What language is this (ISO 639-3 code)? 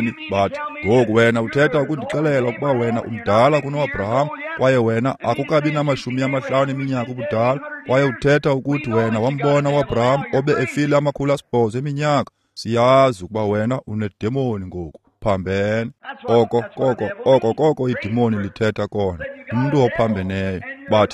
xho